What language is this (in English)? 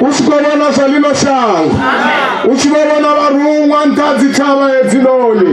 Venda